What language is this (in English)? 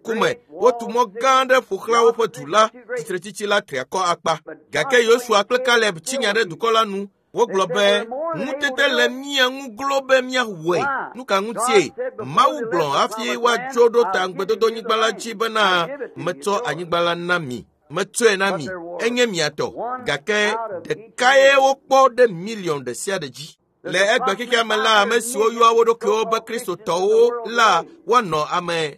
Ewe